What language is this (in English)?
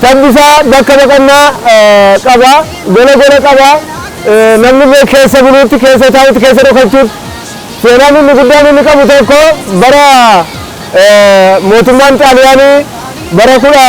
Oromo